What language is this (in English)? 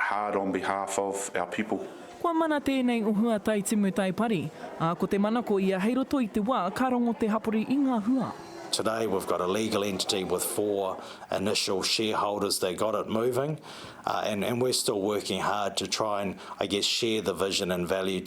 Māori